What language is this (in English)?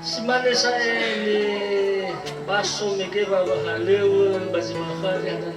Nias